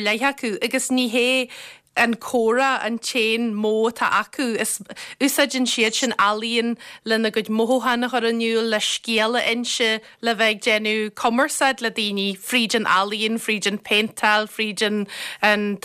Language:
Irish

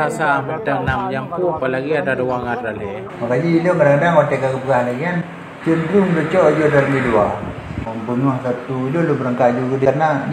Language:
Achinese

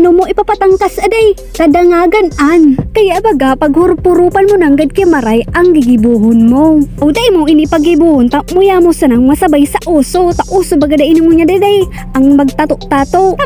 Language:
Bikol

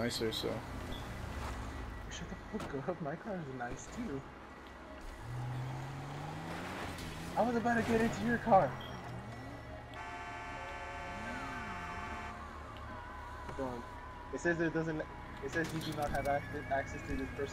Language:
English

